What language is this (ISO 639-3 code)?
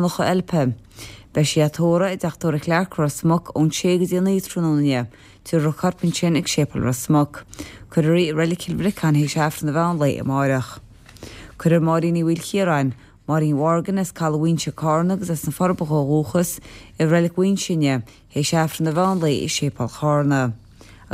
gle